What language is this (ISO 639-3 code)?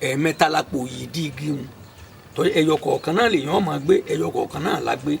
yor